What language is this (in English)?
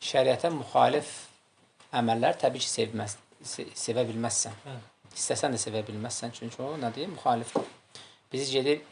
Azerbaijani